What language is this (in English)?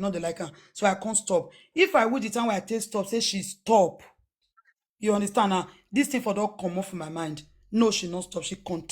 Nigerian Pidgin